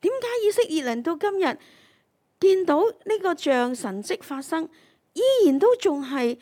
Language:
Cantonese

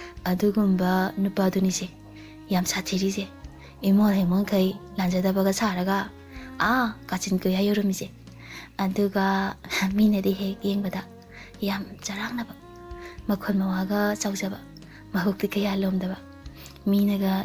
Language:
Manipuri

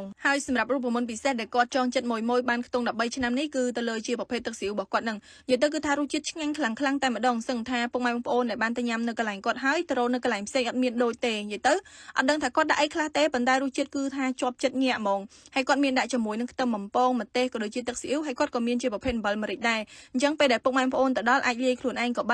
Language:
Khmer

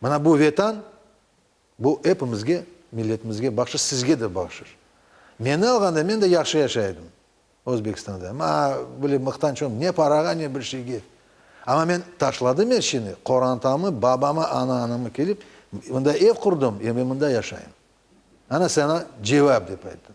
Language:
Crimean Tatar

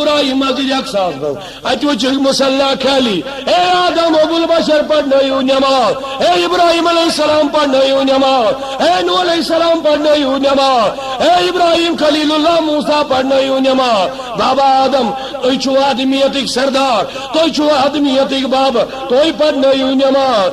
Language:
Kashmiri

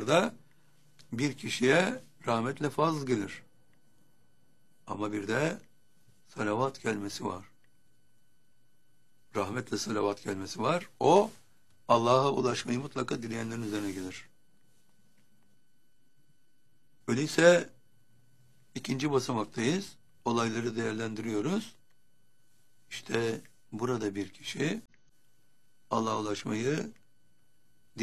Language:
Turkish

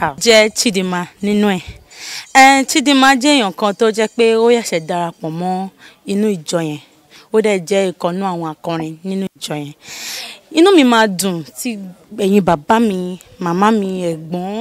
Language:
Yoruba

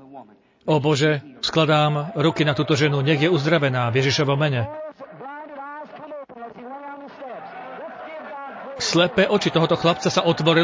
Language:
Slovak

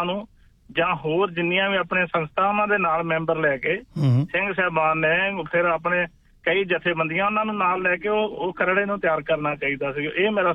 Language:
Punjabi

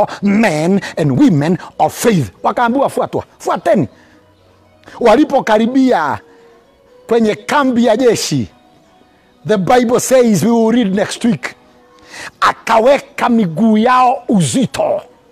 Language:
Swahili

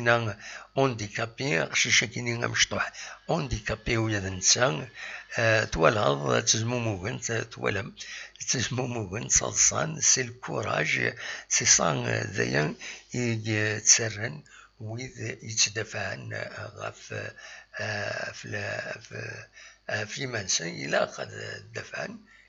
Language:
Kabyle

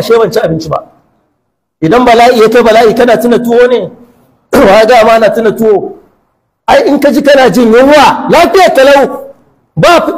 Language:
Hausa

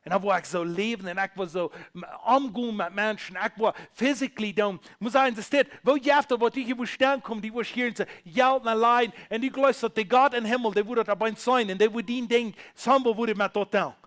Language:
Plautdietsch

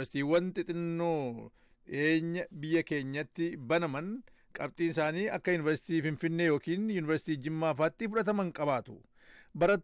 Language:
Oromo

